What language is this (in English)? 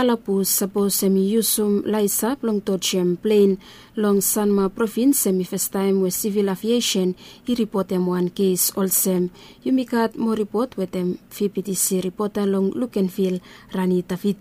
Bislama